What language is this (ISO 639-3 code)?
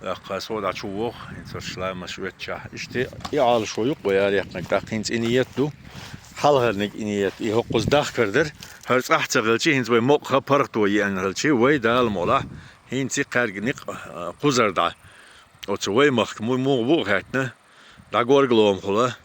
che